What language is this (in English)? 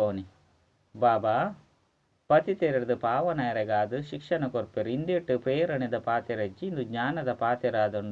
Tulu